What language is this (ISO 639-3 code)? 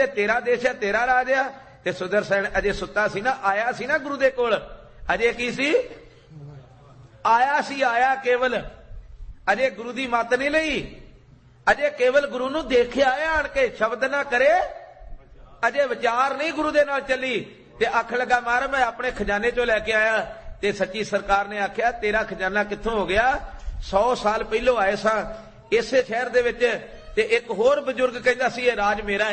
pan